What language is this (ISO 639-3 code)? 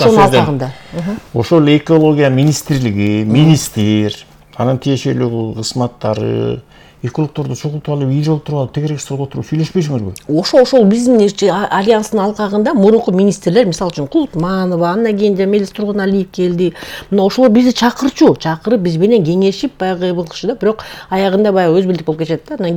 kir